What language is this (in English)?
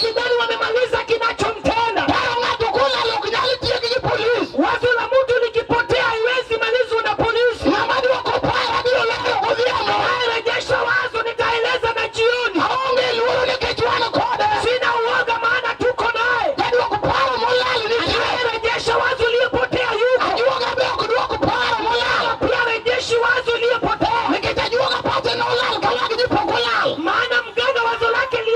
Luo (Kenya and Tanzania)